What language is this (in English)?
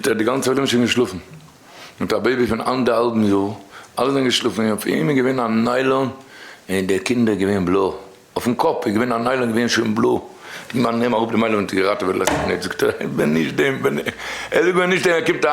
Yiddish